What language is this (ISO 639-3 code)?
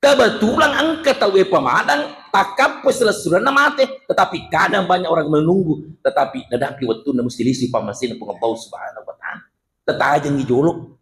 bug